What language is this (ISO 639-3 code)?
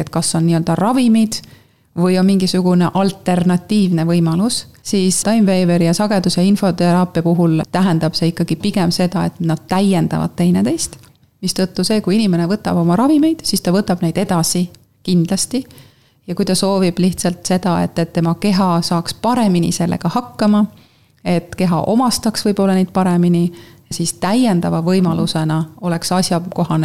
est